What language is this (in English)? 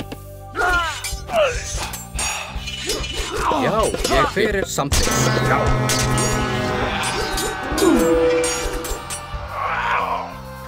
Icelandic